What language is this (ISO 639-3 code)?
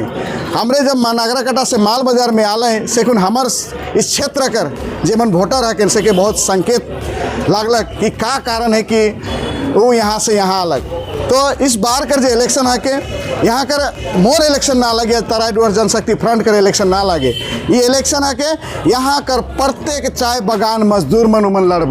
sck